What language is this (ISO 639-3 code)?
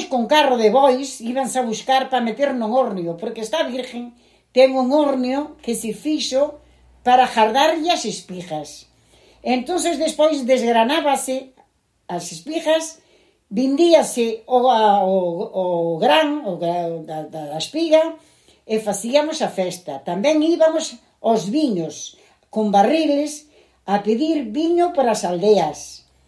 glg